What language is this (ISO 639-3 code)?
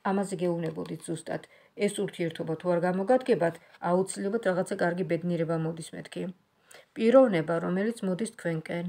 kat